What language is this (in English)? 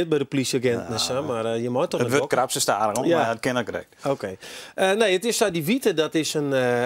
Western Frisian